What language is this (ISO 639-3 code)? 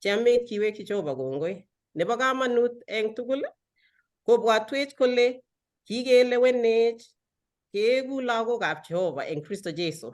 kln